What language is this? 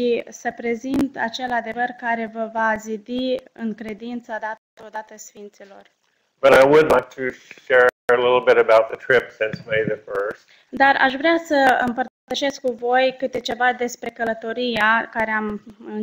Romanian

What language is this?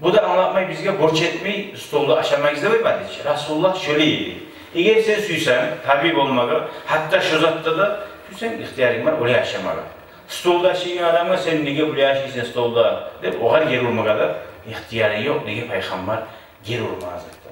Kumyk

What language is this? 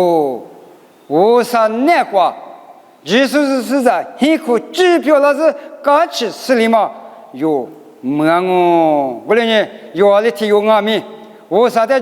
Lisu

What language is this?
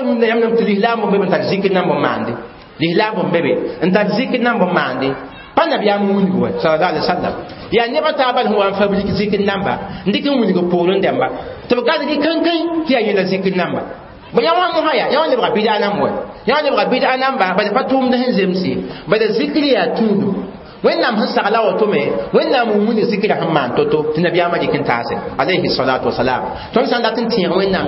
Mossi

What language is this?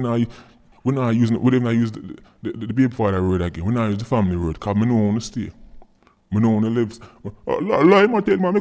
Jamaican Creole English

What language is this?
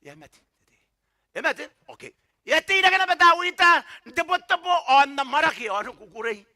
Gilbertese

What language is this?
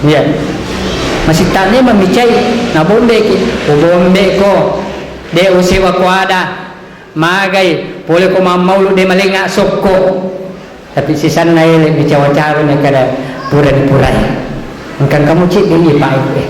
Buginese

